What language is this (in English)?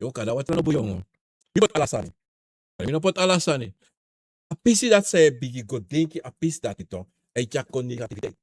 Sranan Tongo